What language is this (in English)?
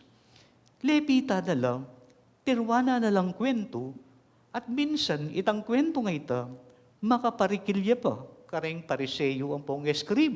Pampanga